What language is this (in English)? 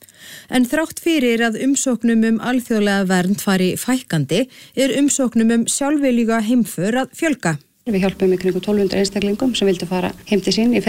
Icelandic